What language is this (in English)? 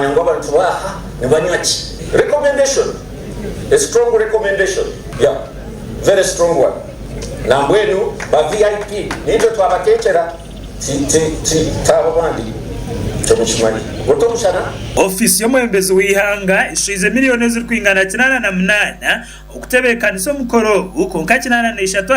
Nyankole